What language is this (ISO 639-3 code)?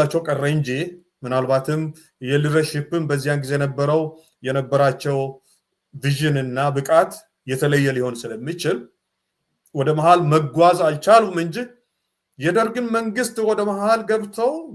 amh